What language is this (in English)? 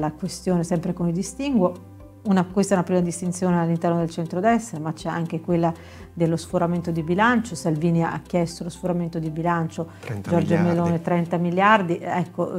Italian